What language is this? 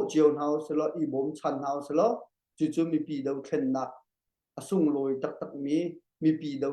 Hakha Chin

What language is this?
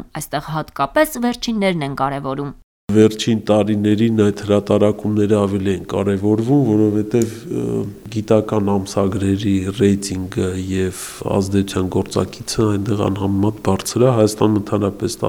Armenian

